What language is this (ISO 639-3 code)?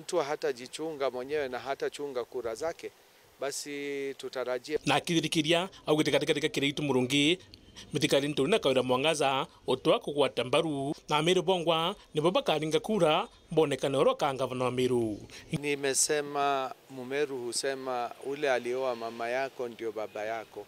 mer